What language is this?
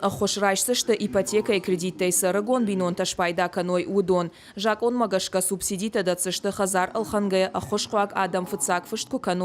Ossetic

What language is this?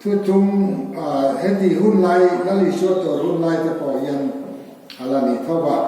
Mizo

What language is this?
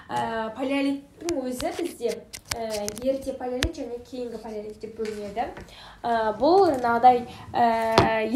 Kazakh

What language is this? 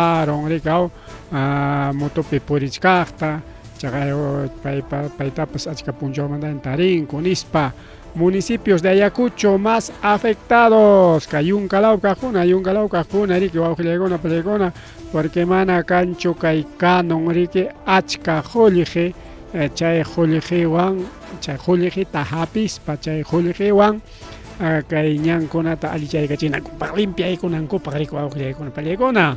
Ayacucho Quechua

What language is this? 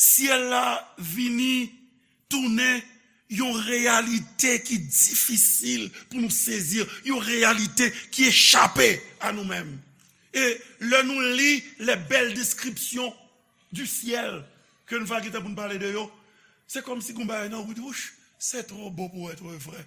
Haitian Creole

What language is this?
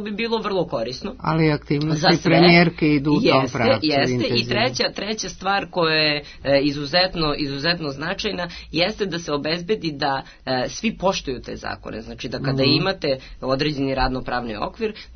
Serbian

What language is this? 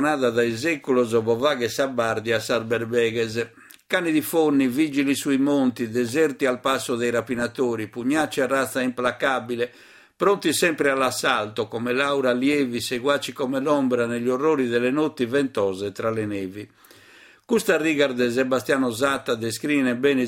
Sardinian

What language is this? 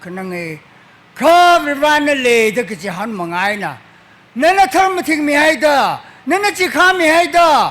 Tangkhul Naga (India)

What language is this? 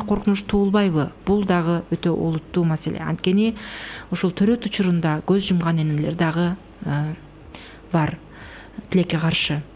Kyrgyz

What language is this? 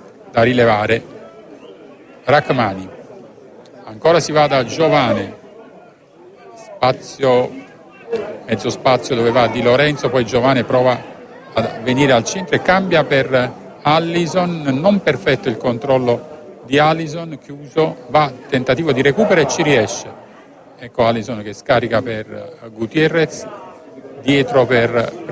Italian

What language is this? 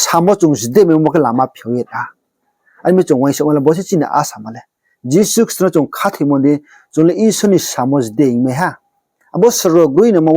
Riang (India)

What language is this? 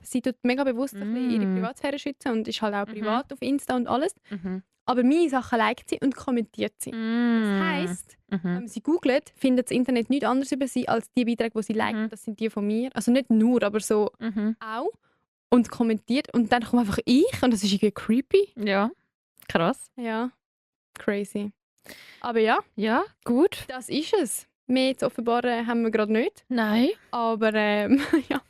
Swiss German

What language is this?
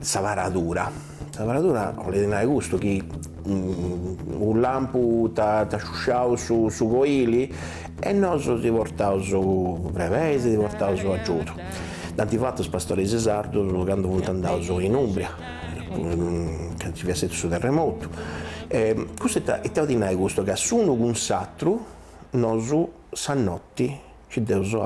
Sardinian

